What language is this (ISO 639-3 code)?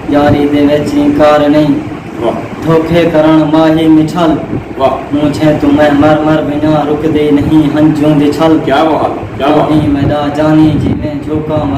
skr